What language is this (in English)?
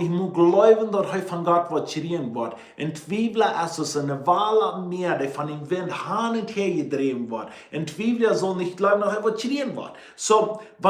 Plautdietsch